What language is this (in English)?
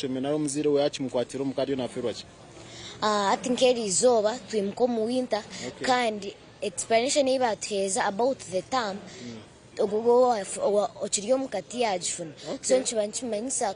Nyankole